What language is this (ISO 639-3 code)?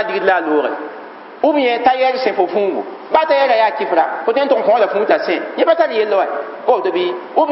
mos